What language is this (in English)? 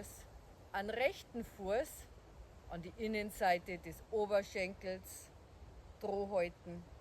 Bavarian